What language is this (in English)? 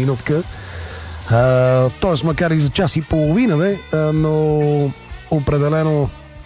Bulgarian